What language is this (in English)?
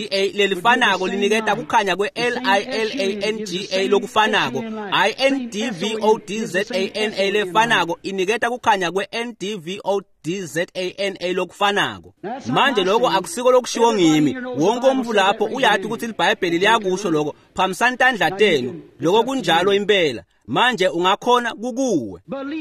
Swati